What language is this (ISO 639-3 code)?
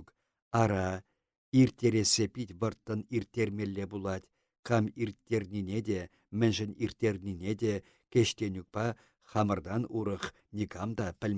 chv